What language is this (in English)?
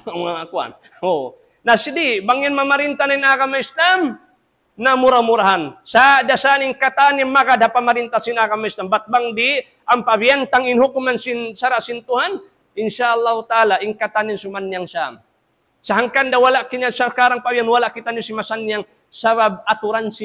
Tausug